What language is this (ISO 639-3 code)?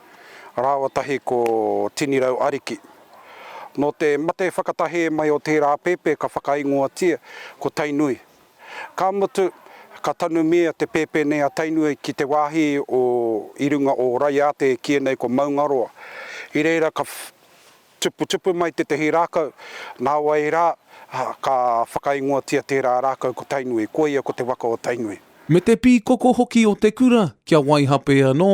mri